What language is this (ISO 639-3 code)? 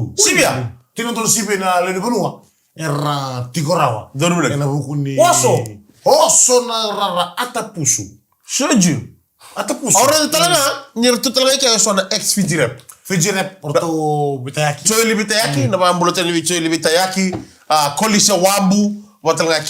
fij